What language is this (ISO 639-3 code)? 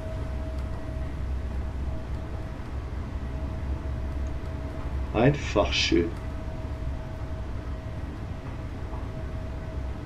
deu